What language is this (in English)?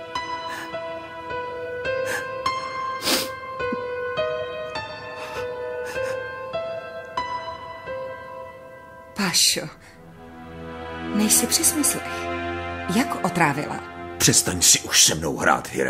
Czech